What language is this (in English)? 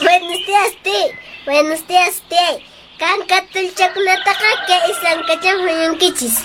Quechua